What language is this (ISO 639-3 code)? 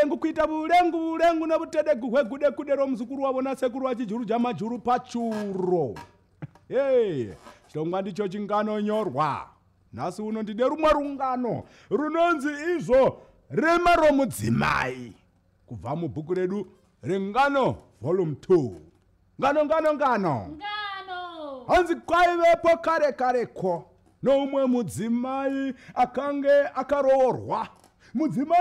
sna